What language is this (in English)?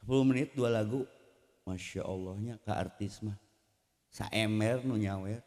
Sundanese